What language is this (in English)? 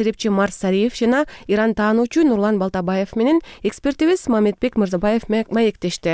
Kyrgyz